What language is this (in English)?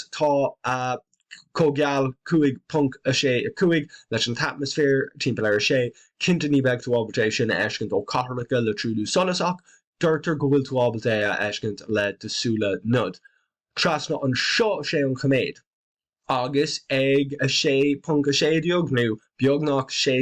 Irish